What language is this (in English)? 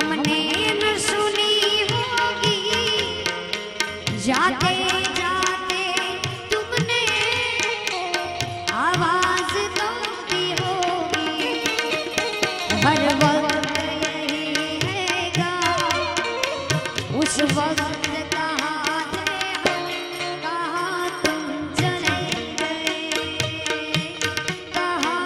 Hindi